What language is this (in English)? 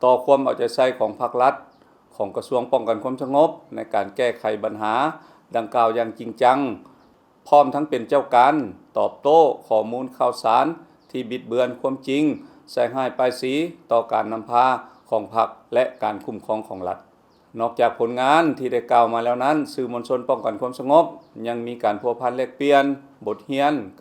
Lao